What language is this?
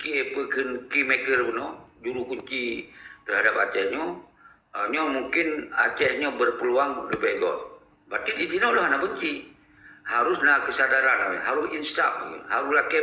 Achinese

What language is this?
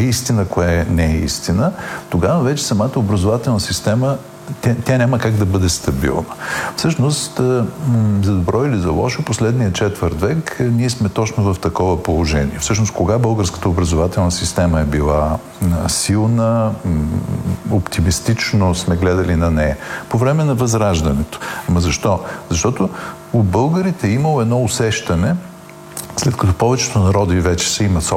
Bulgarian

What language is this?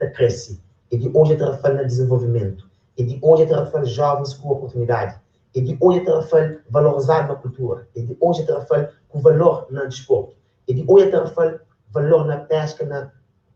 Kabuverdianu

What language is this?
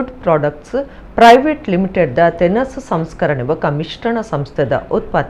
Tulu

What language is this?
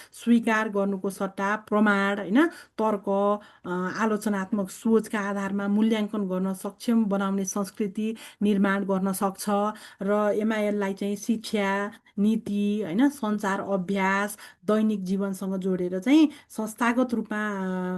Nepali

